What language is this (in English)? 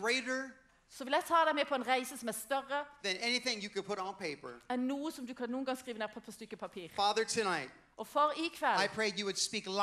Norwegian